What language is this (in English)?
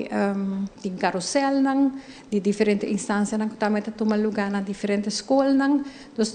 Papiamento